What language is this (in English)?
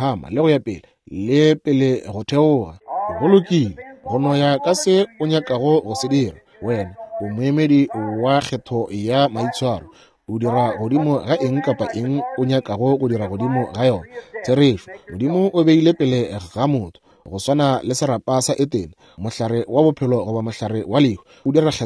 Northern Sotho